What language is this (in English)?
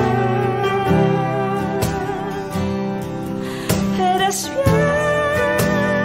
Spanish